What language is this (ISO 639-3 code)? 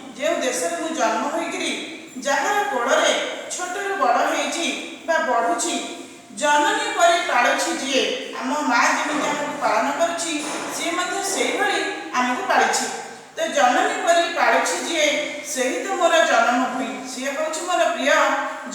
ori